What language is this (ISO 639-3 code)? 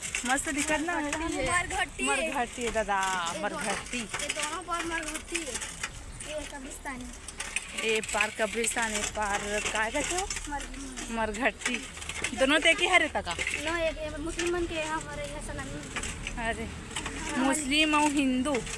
hne